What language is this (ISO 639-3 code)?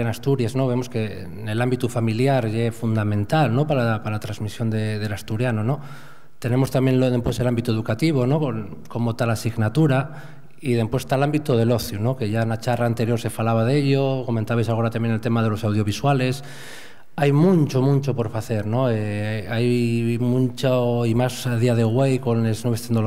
ast